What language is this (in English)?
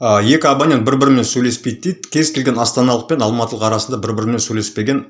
Kazakh